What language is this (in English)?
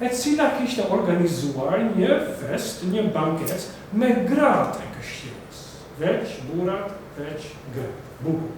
Albanian